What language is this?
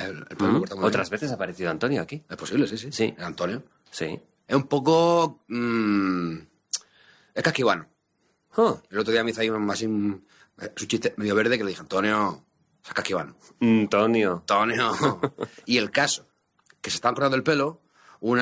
Spanish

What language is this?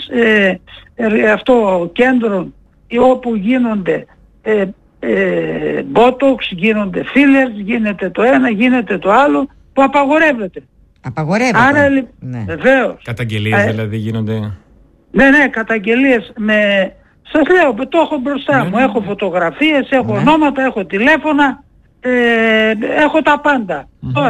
Greek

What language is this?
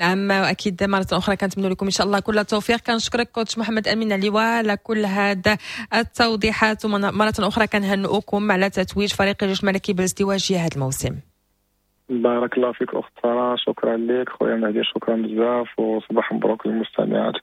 Moroccan Arabic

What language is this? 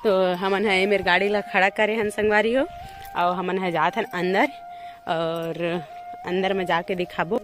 Chhattisgarhi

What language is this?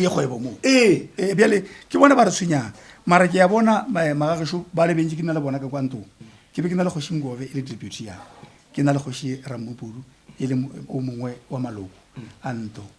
Northern Sotho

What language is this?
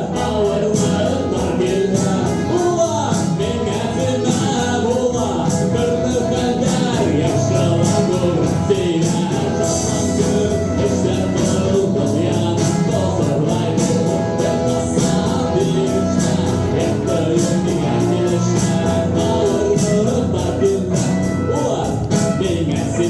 Bashkir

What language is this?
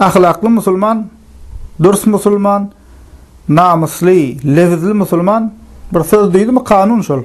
Turkmen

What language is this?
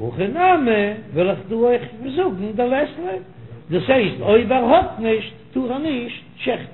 Yiddish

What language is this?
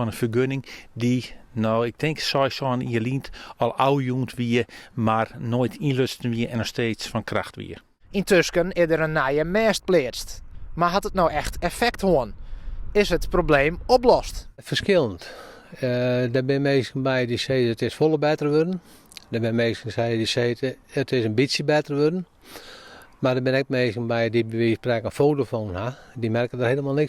Western Frisian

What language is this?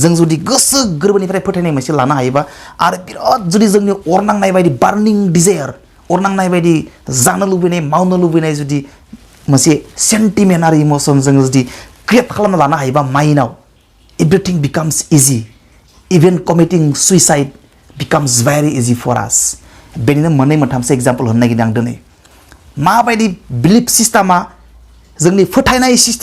Bodo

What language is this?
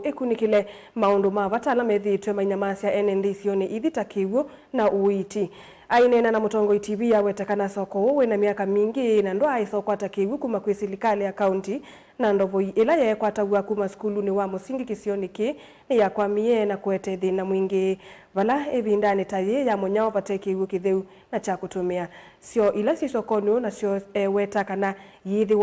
Kamba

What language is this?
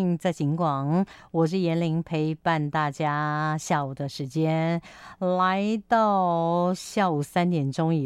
Chinese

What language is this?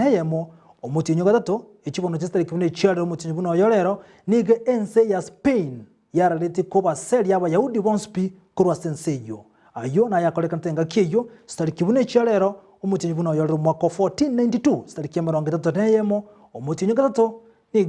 Gusii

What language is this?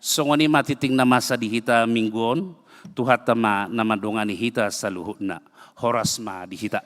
Batak Toba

